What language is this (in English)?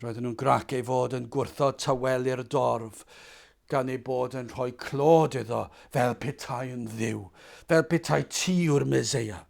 Welsh